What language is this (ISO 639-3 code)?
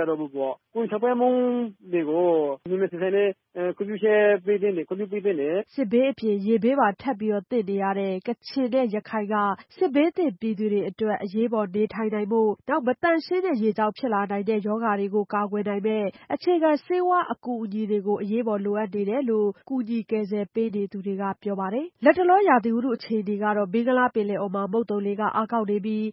mya